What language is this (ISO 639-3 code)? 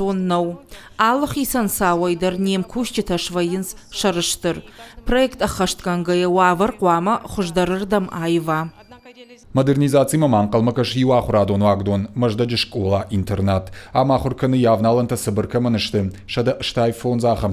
oss